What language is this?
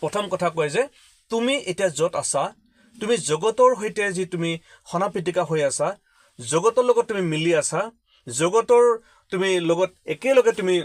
Assamese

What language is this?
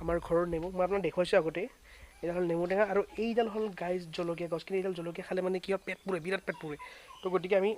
Assamese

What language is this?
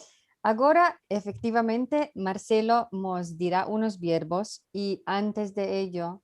Ladino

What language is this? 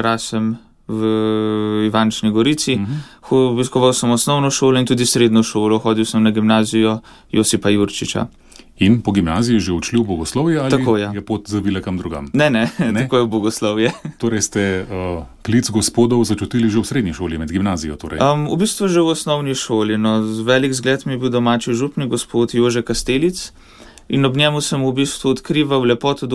Slovenian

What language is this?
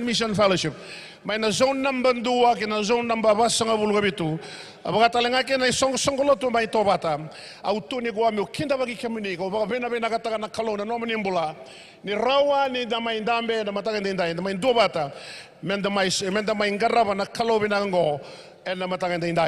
Fijian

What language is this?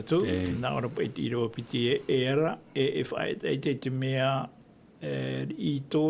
Tahitian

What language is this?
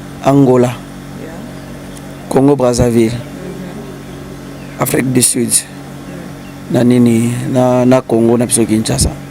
Lingala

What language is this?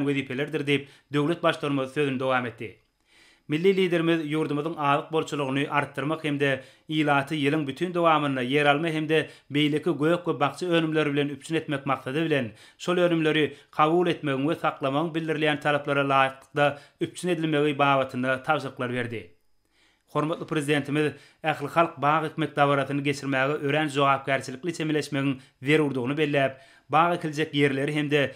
Turkmen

